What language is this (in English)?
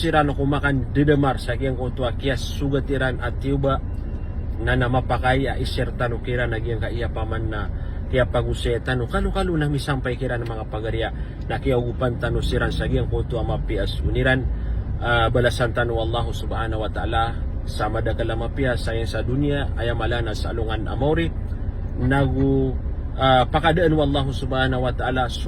Maranao